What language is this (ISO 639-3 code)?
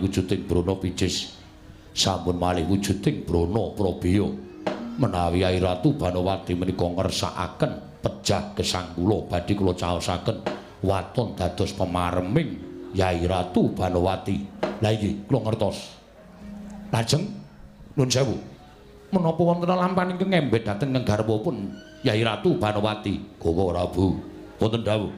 jav